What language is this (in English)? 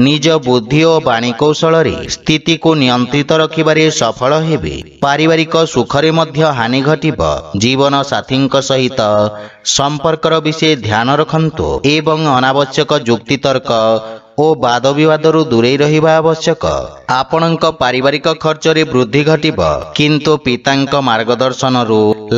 Odia